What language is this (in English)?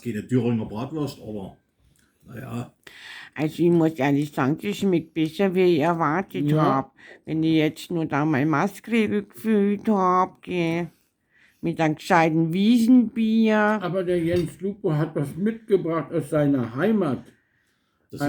Bavarian